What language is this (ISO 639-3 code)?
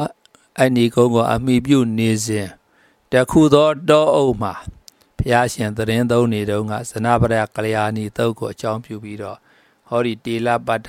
mya